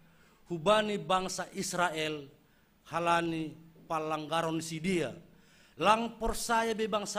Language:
Batak Simalungun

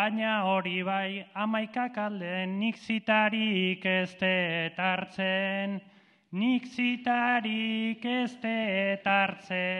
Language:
Basque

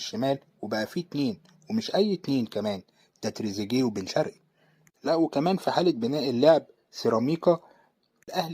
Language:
Egyptian Arabic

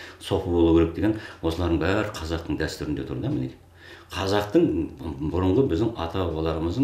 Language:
Kazakh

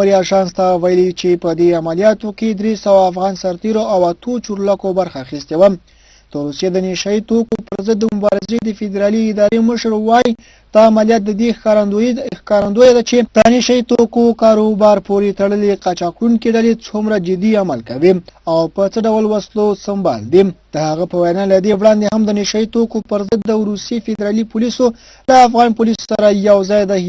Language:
Pashto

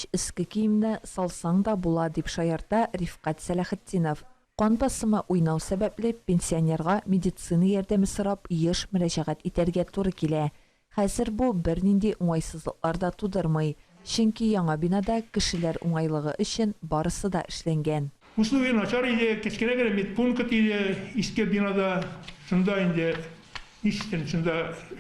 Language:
Tatar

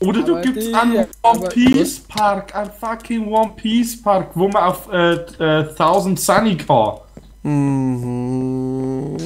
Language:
Bavarian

